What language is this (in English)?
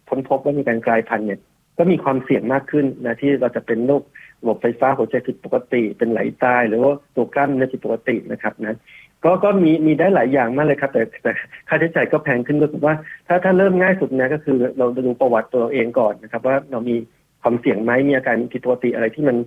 Thai